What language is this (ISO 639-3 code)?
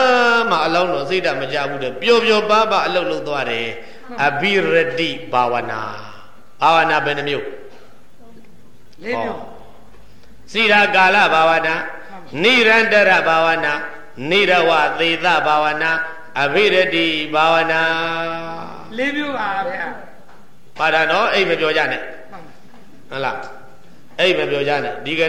mya